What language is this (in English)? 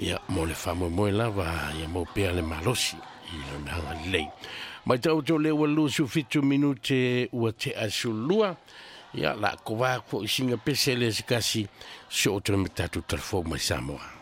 Samoan